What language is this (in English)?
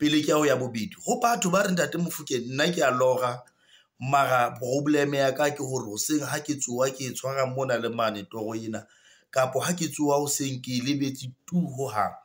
Southern Sotho